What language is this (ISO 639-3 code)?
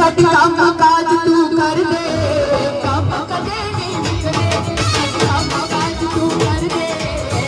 doi